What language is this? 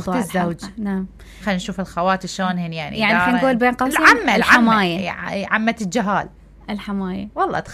Mesopotamian Arabic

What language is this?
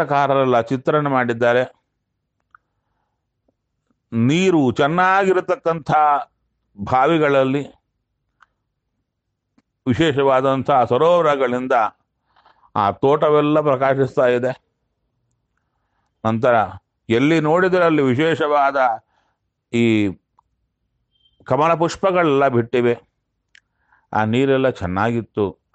Kannada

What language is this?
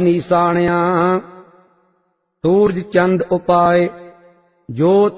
Punjabi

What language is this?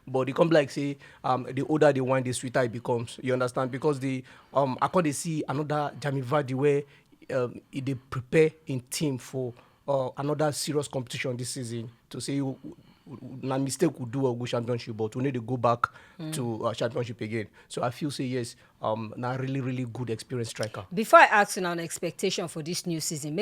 Nigerian Pidgin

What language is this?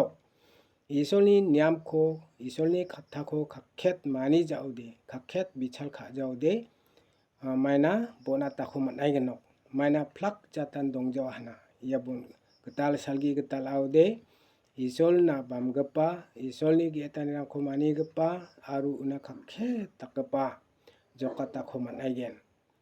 Garo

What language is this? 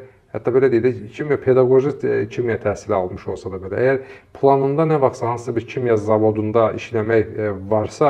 Azerbaijani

